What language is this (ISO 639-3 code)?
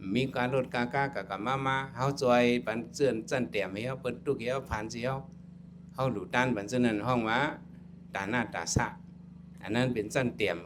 shn